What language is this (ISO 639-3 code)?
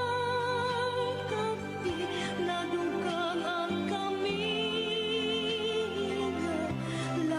war